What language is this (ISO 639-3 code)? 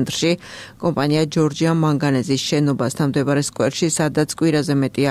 kat